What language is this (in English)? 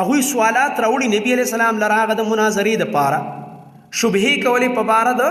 Pashto